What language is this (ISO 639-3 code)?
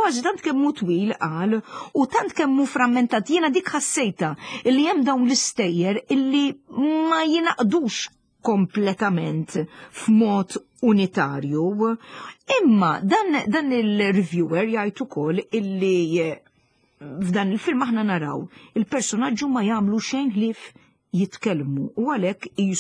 mlt